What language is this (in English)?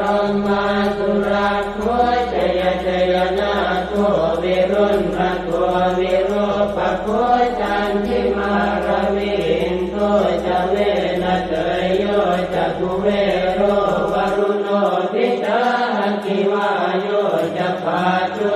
Pali